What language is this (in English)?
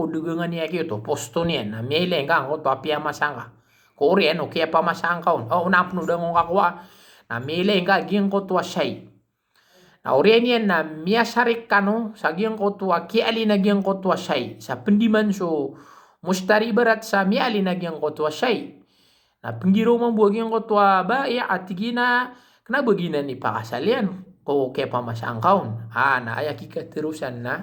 Maranao